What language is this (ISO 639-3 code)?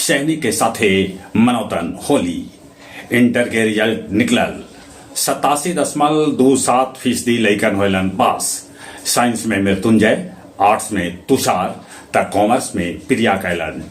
mag